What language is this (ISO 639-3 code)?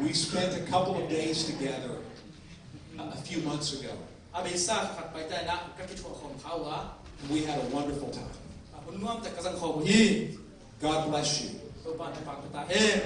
ctd